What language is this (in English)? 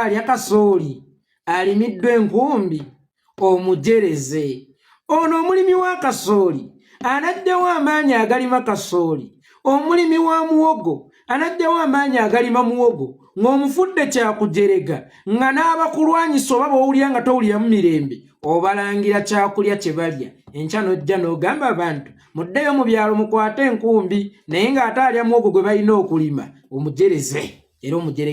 Ganda